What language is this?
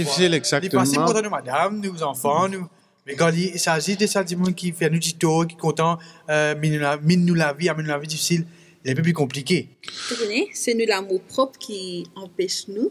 Morisyen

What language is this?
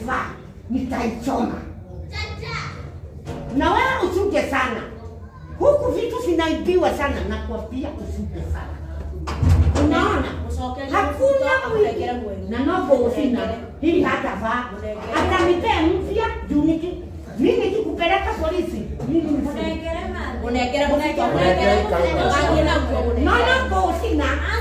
Swahili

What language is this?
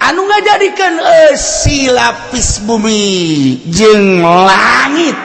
Sundanese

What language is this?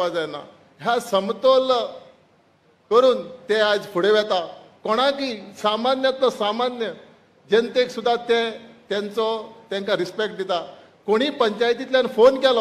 Konkani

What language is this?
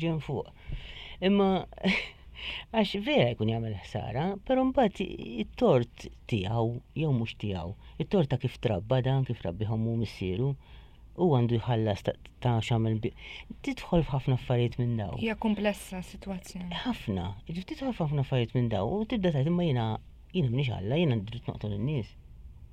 Maltese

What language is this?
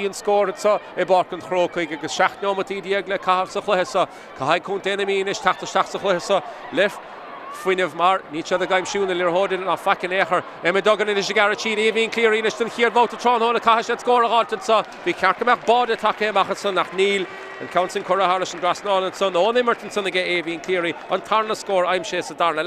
Irish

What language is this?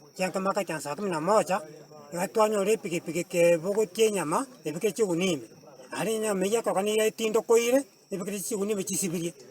Gusii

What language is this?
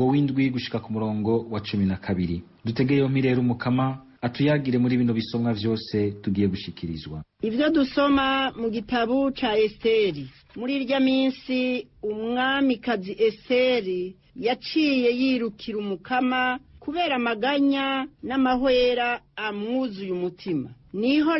Rundi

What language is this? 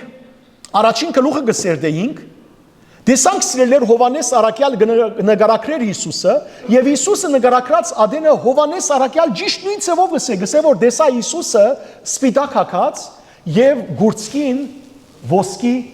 Western Armenian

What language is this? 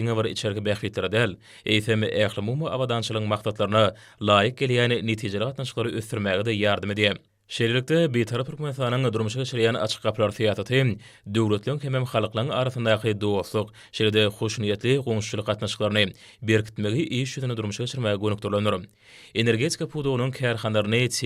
Turkmen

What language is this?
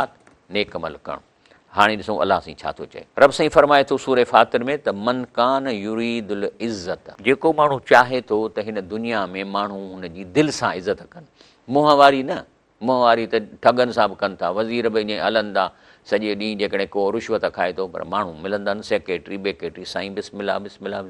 Sindhi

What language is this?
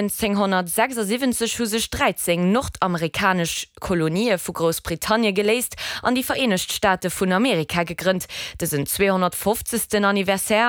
Luxembourgish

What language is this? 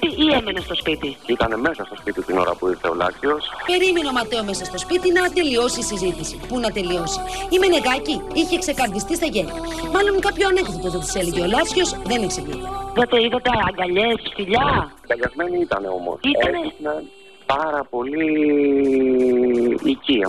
Greek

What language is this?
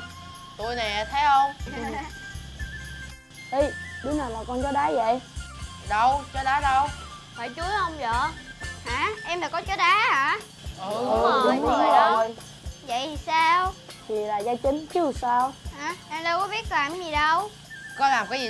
Vietnamese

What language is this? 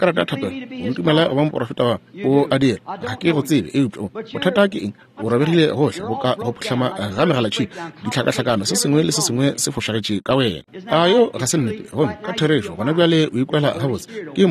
Northern Sotho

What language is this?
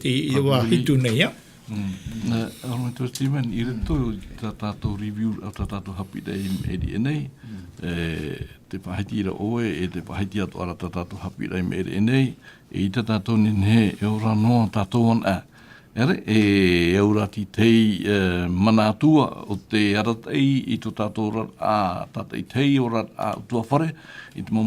Tahitian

